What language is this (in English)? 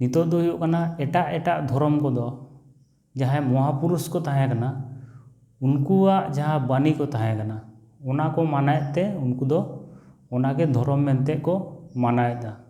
Santali